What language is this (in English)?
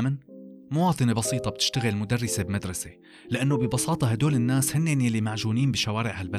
North Levantine Arabic